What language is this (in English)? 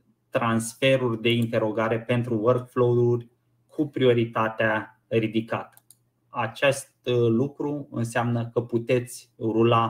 Romanian